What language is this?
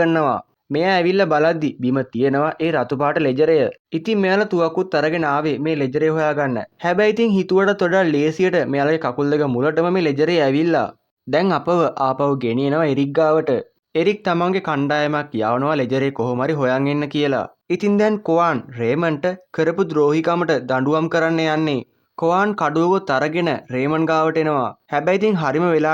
Sinhala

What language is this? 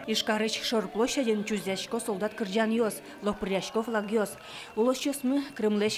Udmurt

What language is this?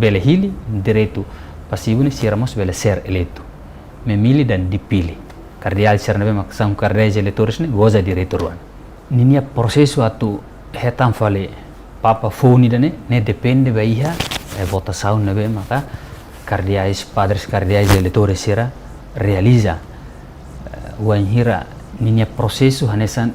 Tetum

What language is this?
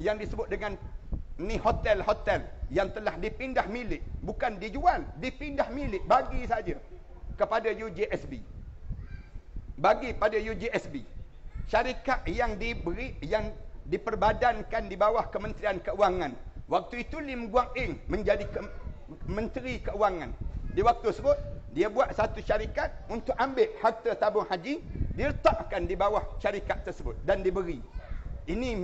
Malay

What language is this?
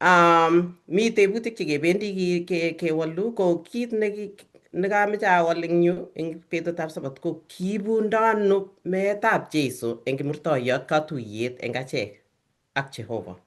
Kalenjin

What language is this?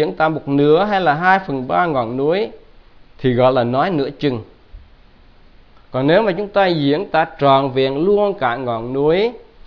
Vietnamese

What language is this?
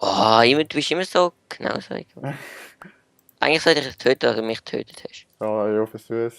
Swiss German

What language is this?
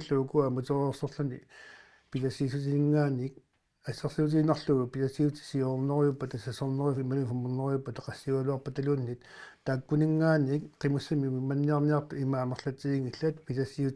Kalaallisut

